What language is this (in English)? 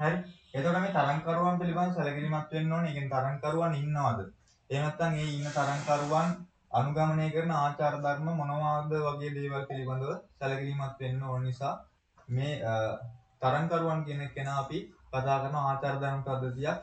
Sinhala